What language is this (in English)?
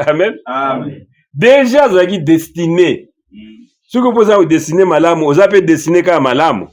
Lingala